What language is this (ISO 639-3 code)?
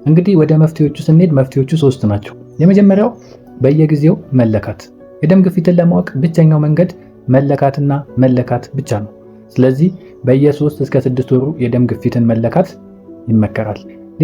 amh